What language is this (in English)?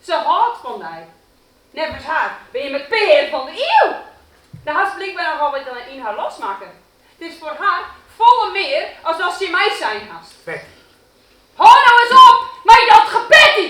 Western Frisian